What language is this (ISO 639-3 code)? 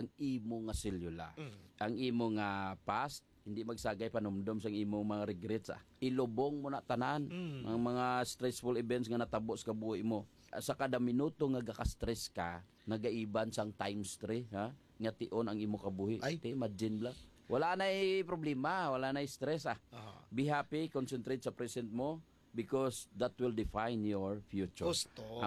hil